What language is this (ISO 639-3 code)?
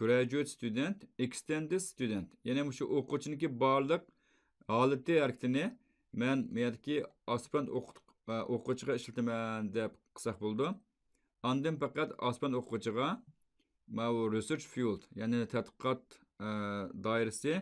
uig